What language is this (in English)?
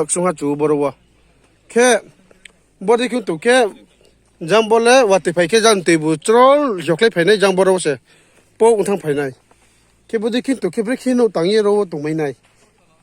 Riang (India)